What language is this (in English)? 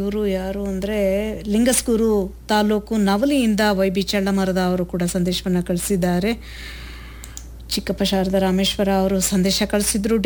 Kannada